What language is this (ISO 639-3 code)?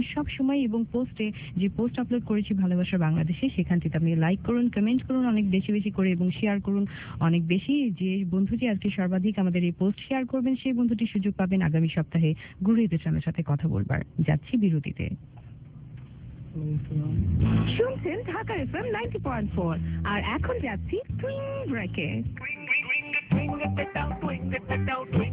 ben